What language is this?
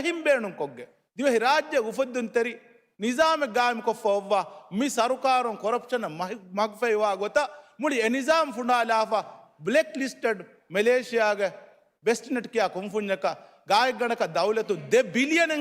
Divehi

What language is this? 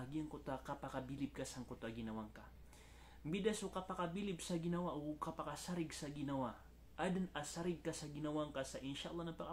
Maranao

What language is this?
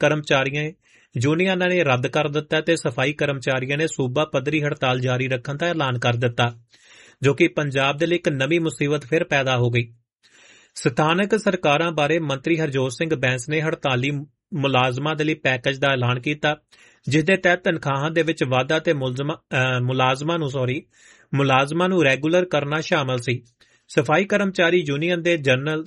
Punjabi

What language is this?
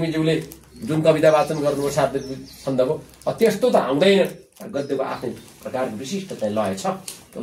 Nepali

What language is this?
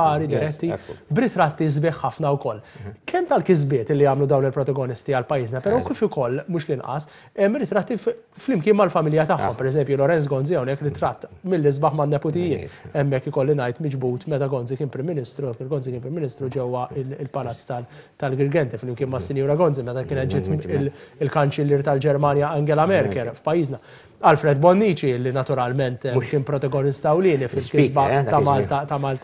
Maltese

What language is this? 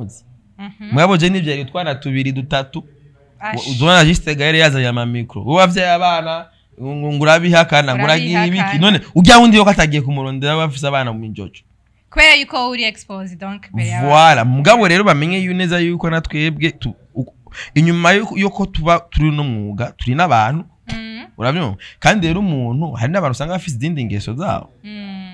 Rundi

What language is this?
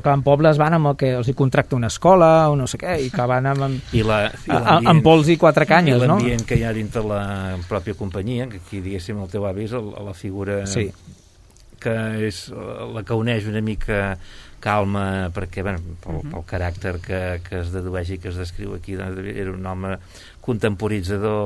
Catalan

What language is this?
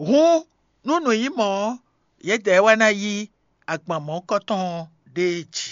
Fon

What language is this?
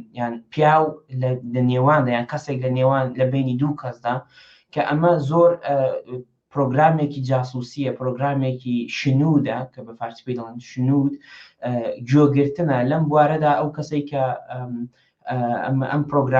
Central Kurdish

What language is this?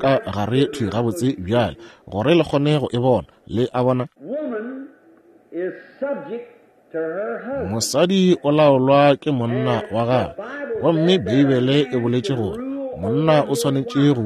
Northern Sotho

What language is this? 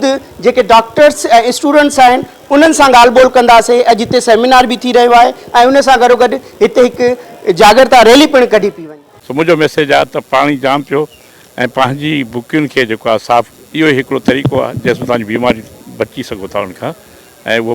Sindhi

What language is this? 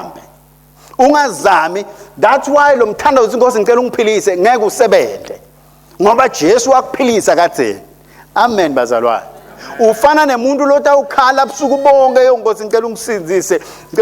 Swati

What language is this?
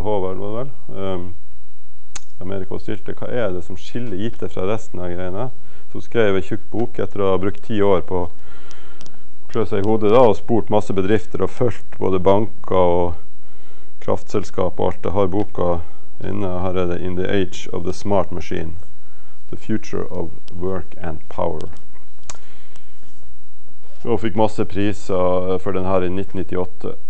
Norwegian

